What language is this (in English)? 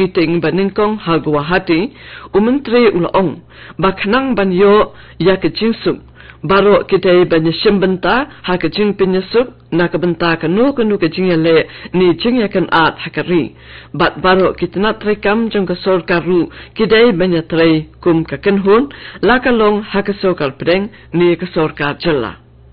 Khasi